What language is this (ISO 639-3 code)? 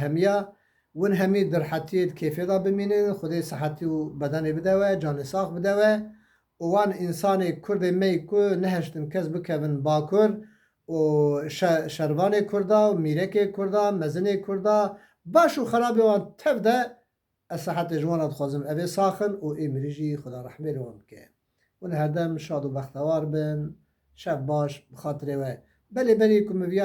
kur